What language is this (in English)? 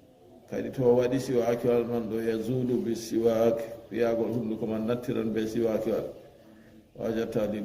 Fula